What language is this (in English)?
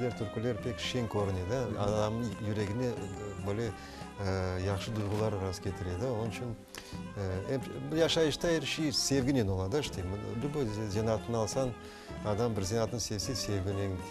Crimean Tatar